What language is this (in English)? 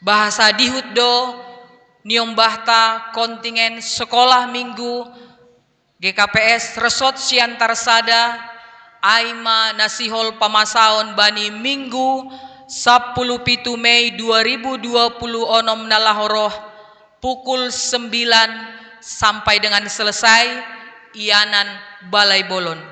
Batak Simalungun